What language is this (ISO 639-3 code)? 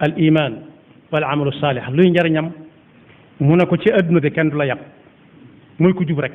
wol